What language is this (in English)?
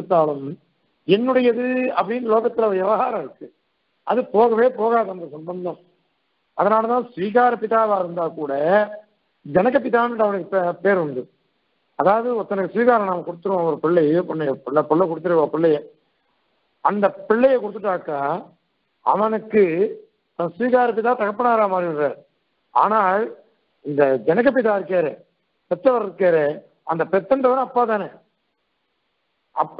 Tamil